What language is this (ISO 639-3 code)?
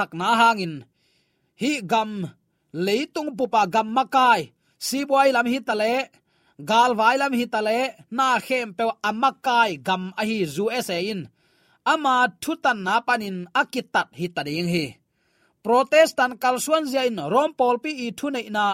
ctd